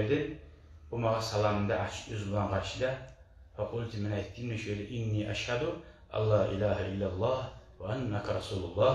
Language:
Kumyk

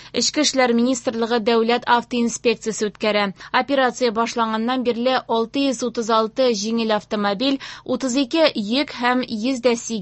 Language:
Tatar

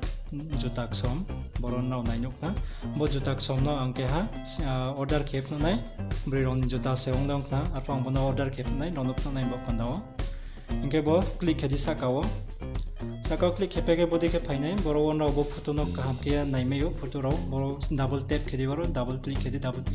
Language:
Riang (India)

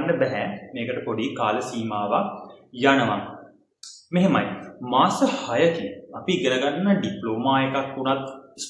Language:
Sinhala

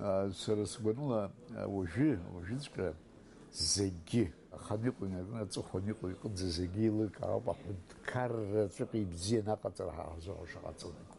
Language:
Abkhazian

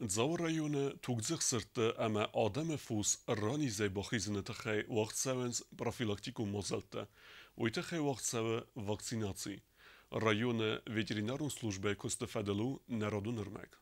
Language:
Ossetic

